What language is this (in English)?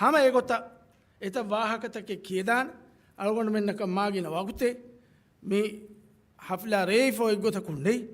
Divehi